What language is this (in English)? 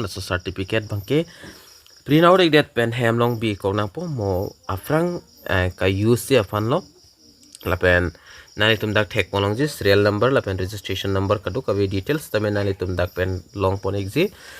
Karbi